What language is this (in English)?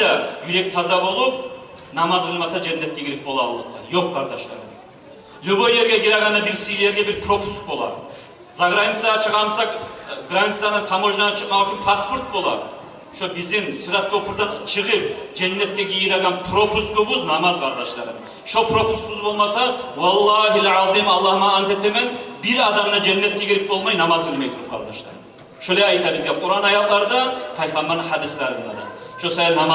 Kumyk